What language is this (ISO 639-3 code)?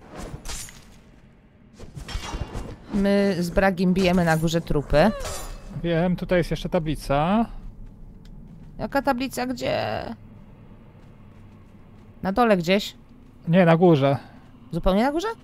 pol